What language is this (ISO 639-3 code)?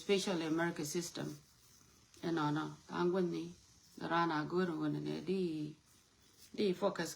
nus